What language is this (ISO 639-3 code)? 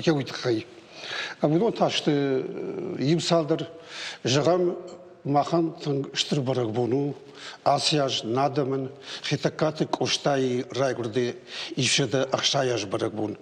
oss